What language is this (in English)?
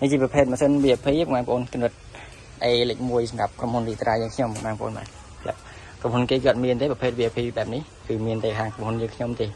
Khmer